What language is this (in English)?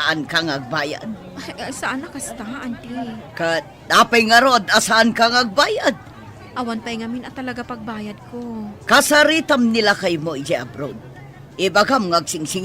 Iloko